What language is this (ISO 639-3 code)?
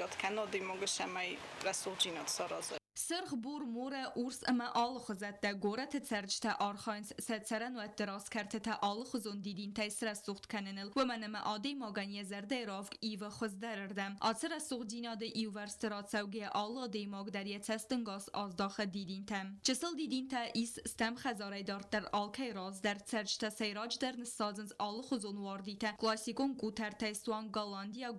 oss